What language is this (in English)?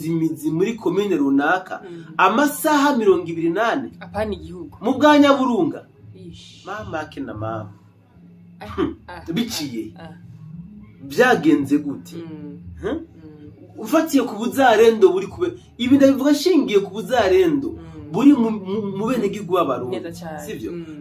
Rundi